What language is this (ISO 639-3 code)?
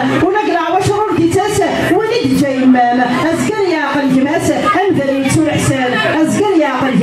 kab